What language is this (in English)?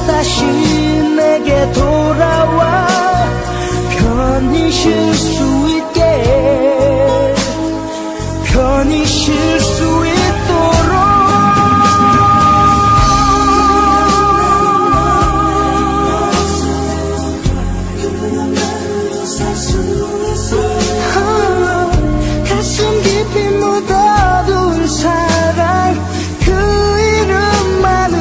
Korean